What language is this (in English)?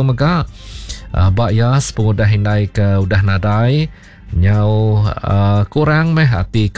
Iban